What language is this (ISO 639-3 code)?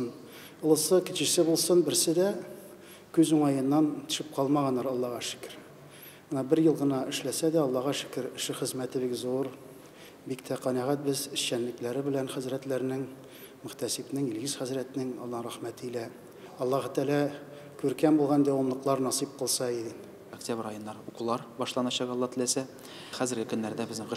tat